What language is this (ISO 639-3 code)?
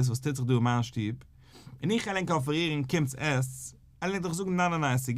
yid